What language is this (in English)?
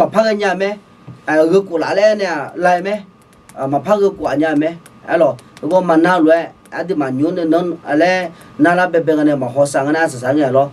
Akha